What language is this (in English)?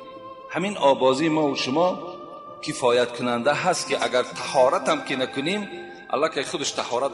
Tajik